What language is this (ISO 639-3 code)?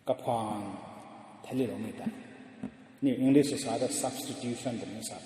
nbu